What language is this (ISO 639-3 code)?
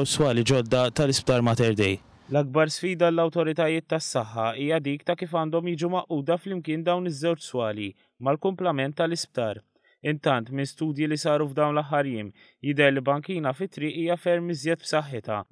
mlt